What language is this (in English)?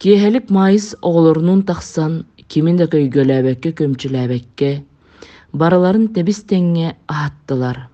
Yakut